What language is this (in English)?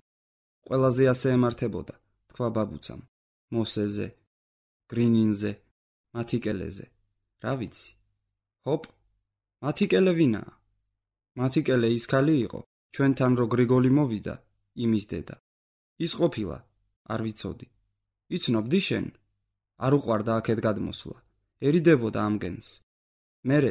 Georgian